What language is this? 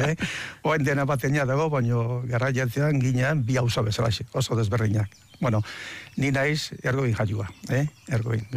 Basque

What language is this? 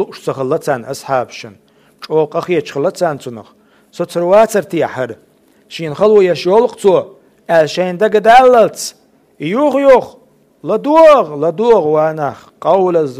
Chechen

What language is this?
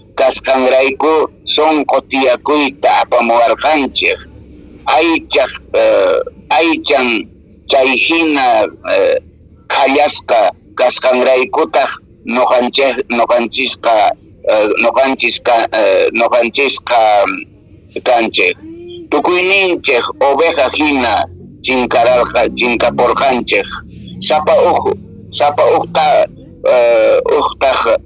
Quechua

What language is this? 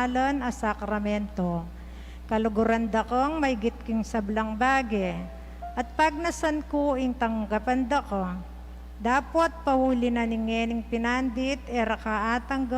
Pampanga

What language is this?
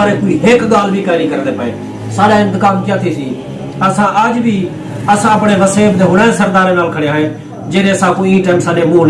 Saraiki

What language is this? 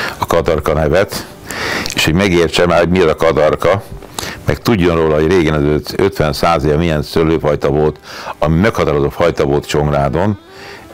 Hungarian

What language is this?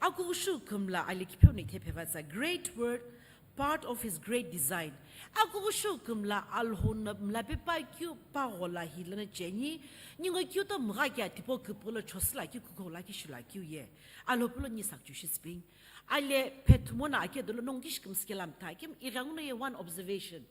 Sumi Naga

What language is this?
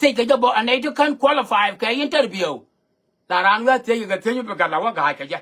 Nuer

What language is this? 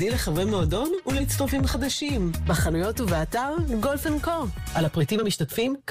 Hebrew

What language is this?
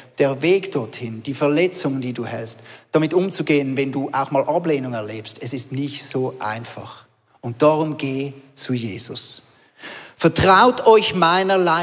Swiss German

